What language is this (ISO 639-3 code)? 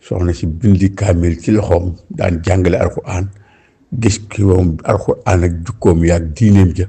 wol